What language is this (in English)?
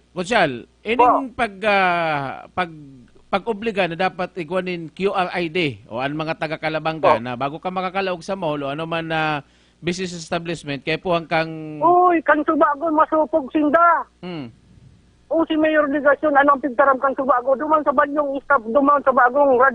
Bikol